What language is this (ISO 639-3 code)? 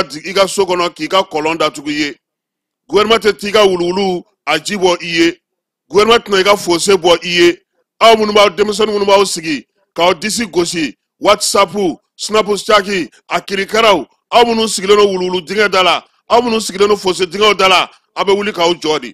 bam